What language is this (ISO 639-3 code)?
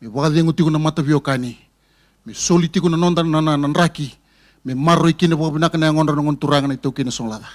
fij